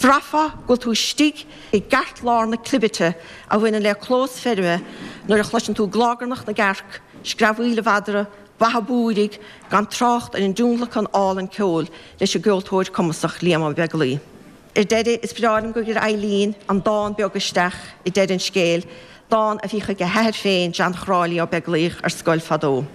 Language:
Irish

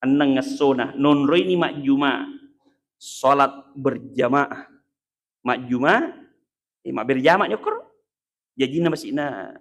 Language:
Buginese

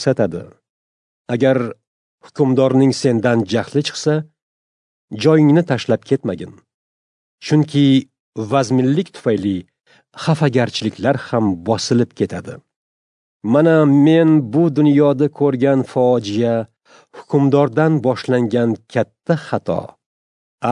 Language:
Uzbek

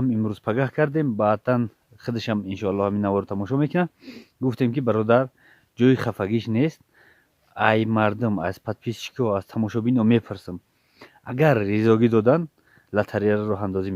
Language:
Tajik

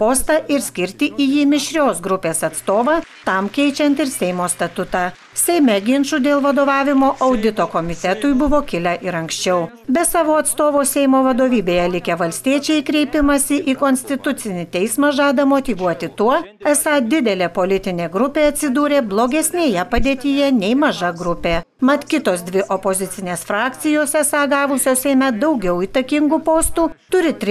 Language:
Lithuanian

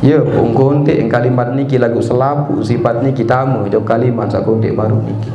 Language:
Sasak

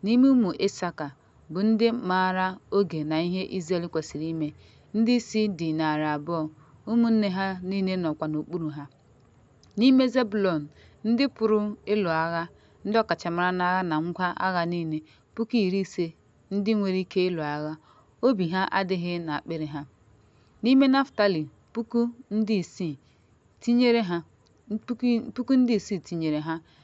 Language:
Igbo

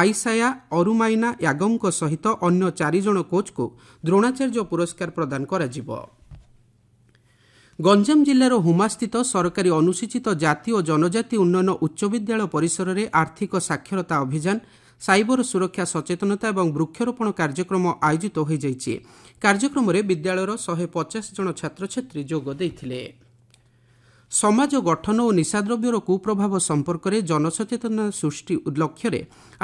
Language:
Odia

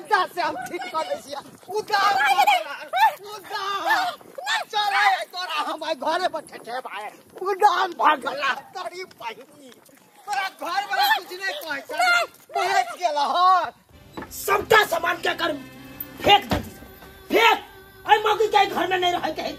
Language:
Maithili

